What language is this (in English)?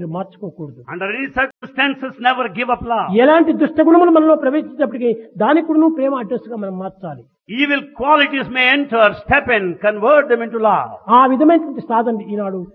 Telugu